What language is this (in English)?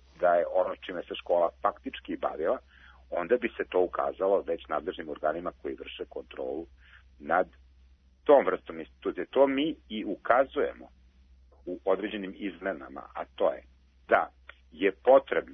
Serbian